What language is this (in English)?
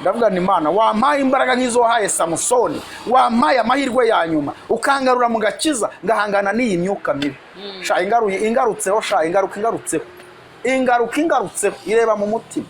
Kinyarwanda